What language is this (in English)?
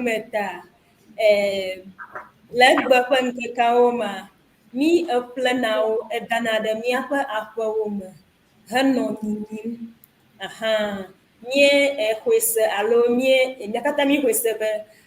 Ewe